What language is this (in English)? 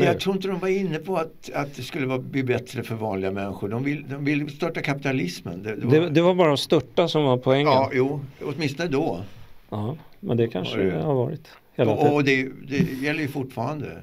Swedish